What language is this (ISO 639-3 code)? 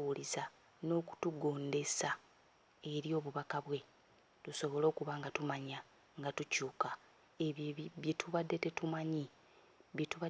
lug